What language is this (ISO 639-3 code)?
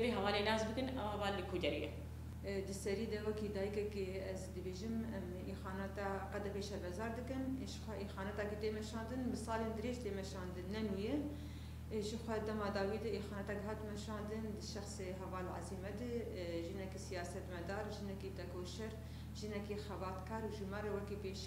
kur